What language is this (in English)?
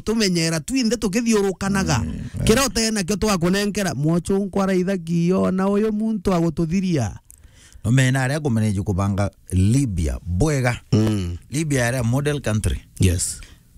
Meru